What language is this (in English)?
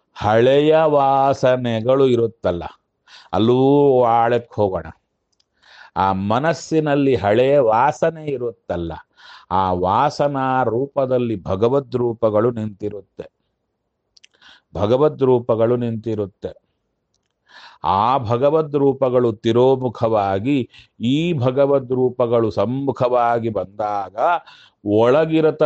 Kannada